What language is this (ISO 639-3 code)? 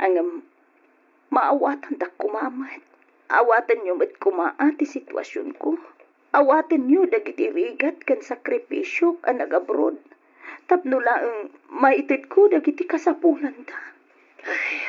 ilo